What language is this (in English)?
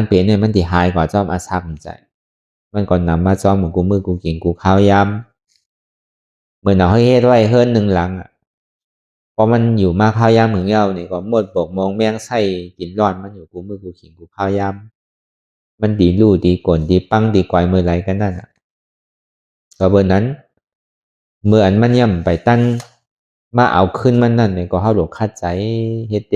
Shan